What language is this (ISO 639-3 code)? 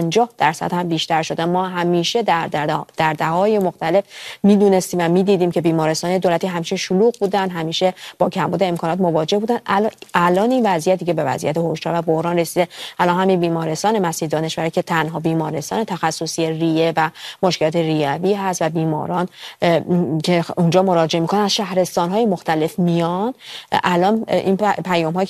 fas